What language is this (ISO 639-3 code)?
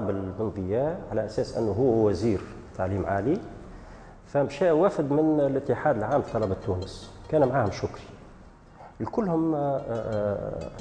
aeb